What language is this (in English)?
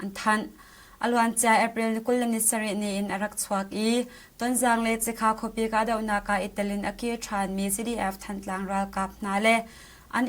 Hakha Chin